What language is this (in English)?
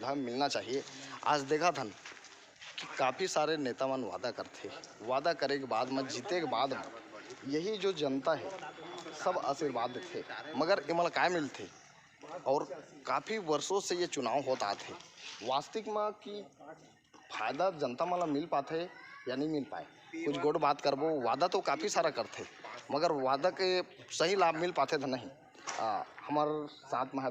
Chhattisgarhi